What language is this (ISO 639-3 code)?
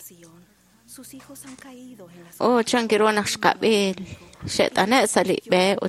kek